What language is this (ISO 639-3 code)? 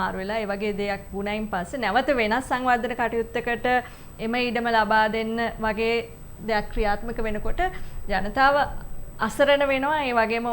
sin